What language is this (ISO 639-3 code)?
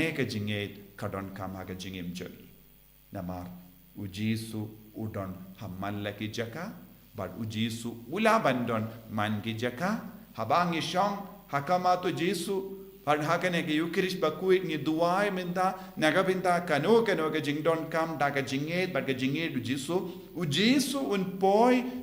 kha